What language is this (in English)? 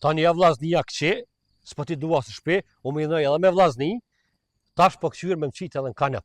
Albanian